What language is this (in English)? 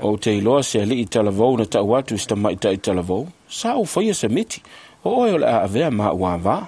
Samoan